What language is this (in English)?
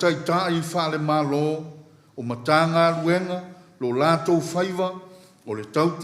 Samoan